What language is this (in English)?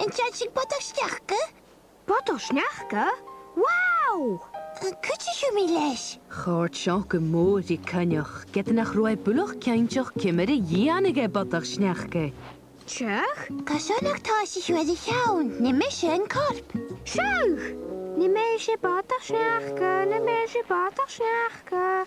Scottish Gaelic